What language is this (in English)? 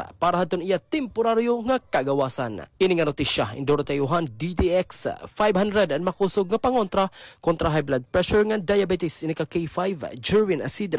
Waray